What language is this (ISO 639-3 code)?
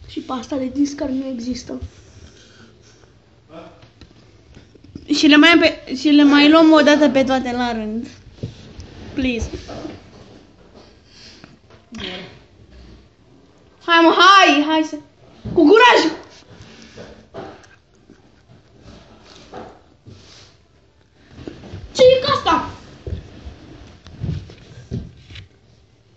ron